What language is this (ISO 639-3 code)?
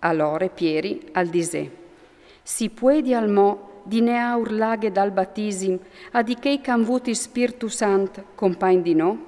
fur